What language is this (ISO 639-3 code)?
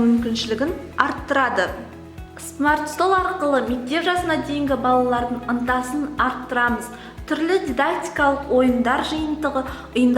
kaz